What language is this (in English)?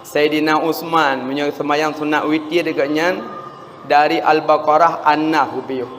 Achinese